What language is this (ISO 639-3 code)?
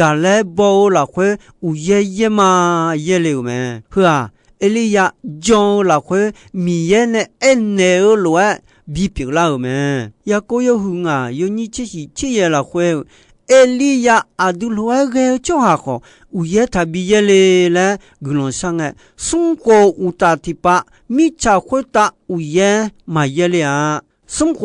ahk